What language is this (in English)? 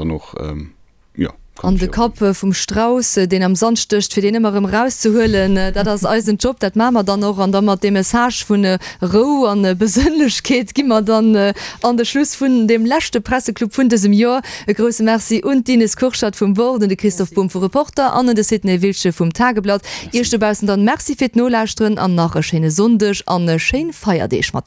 Luxembourgish